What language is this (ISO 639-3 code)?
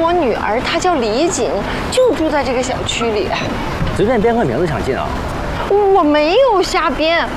zho